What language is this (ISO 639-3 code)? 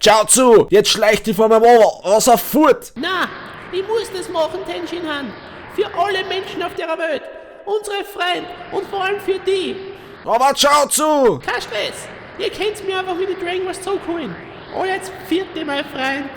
bar